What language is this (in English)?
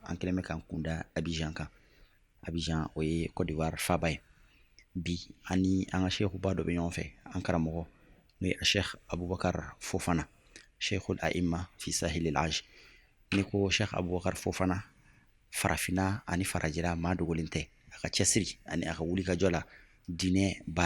Bambara